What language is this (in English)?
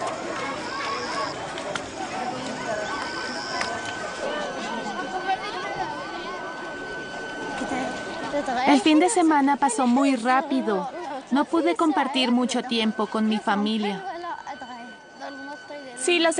Spanish